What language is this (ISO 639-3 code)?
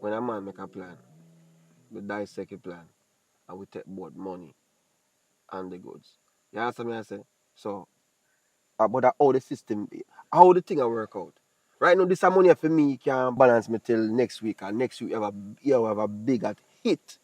jam